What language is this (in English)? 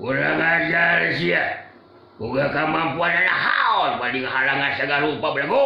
Sundanese